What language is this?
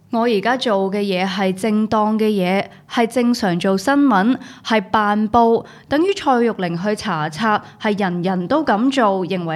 Cantonese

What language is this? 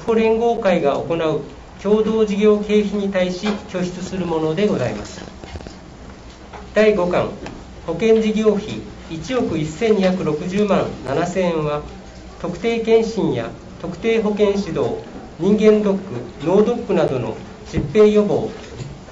Japanese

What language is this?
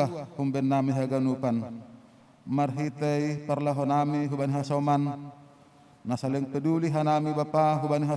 Batak Simalungun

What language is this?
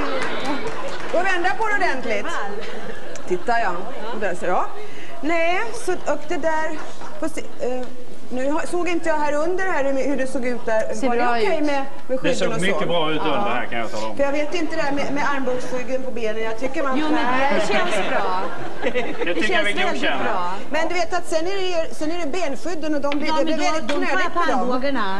Swedish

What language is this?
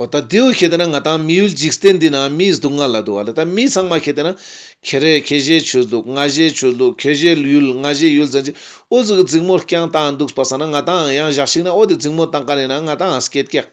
Ladakhi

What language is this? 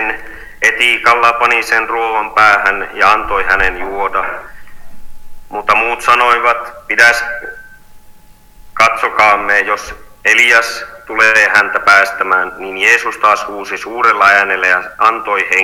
Finnish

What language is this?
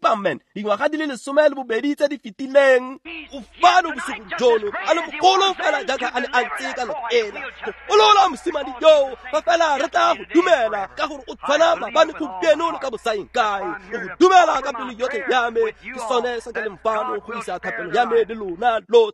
Tswana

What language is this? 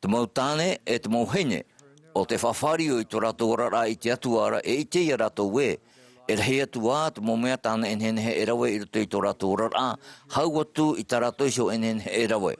Tahitian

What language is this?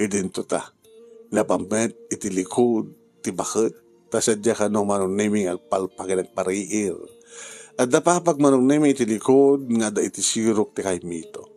Iloko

